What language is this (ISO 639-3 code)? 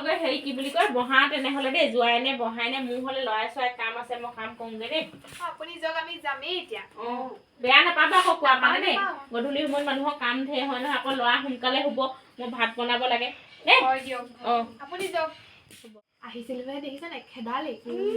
asm